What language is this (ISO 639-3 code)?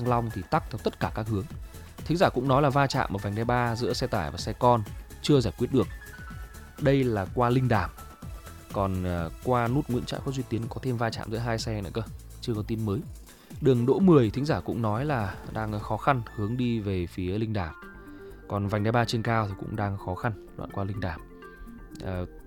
vie